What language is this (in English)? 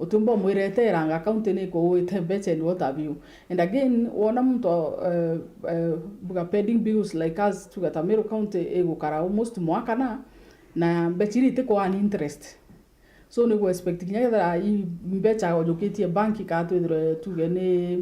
Meru